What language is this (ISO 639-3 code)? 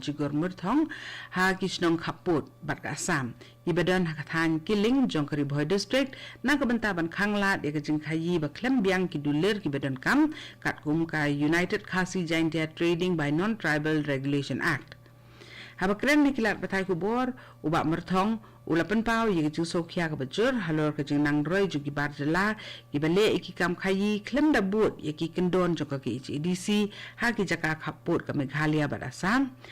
kha